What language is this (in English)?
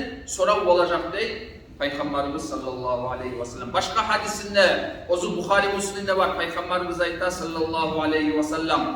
Kumyk